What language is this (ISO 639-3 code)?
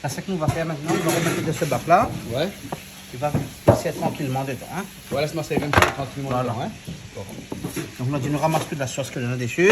rcf